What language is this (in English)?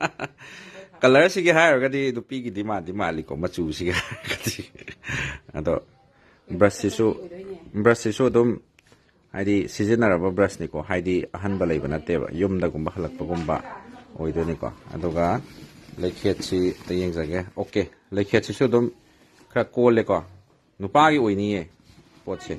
Manipuri